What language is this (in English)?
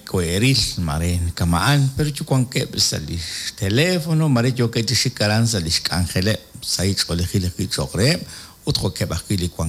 Kekchí